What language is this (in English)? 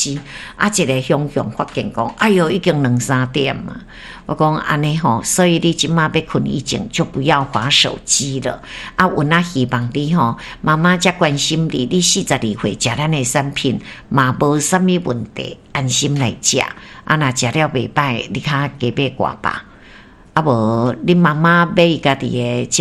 Min Nan Chinese